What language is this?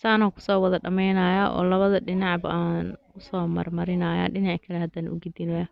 Somali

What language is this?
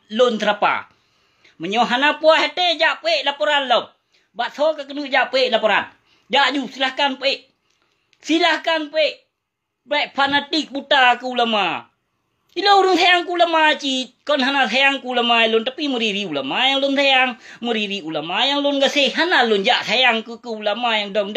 Achinese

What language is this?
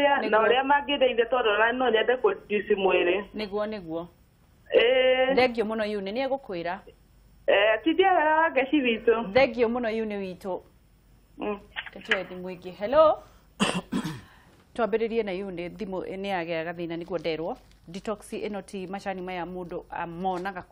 Kikuyu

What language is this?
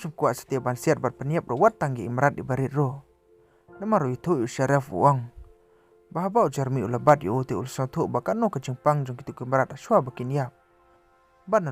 Khasi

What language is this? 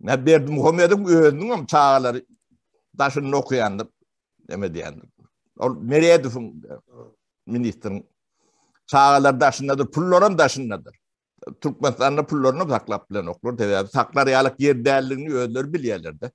Turkmen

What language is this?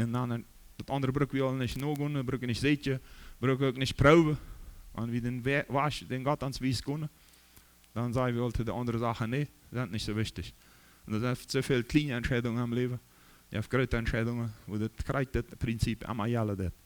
Plautdietsch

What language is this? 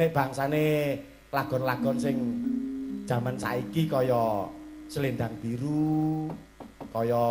Javanese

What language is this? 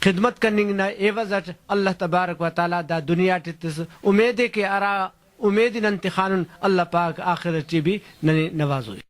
Brahui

